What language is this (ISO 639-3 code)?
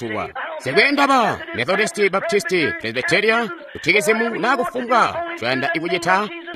toi